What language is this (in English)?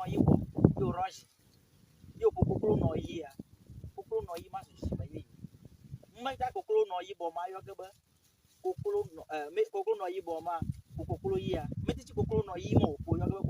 Ewe